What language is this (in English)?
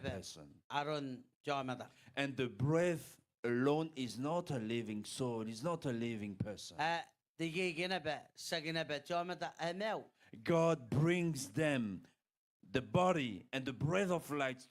Gilbertese